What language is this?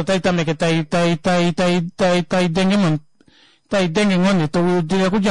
Kuanyama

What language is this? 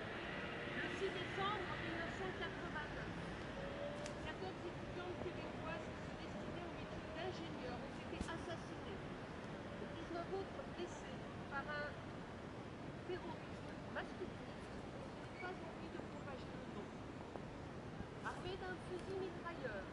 French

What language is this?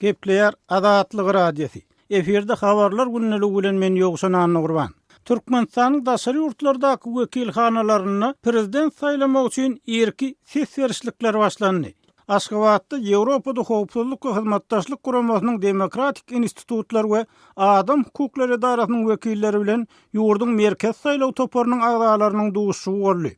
Turkmen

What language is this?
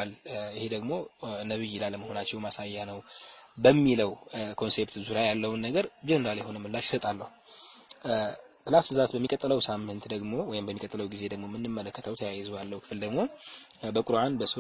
Amharic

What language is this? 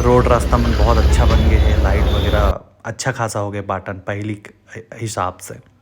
Chhattisgarhi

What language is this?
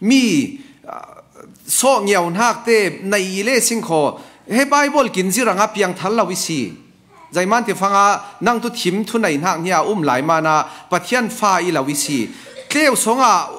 Falam Chin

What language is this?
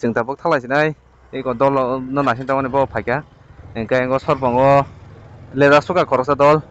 Kok Borok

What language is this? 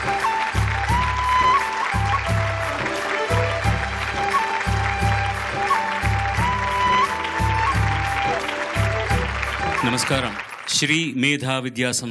Telugu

